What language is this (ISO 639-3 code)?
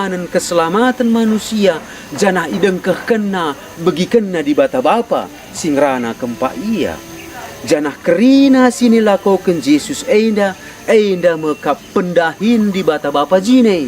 btx